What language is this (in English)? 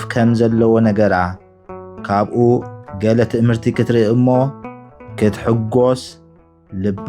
Tigrinya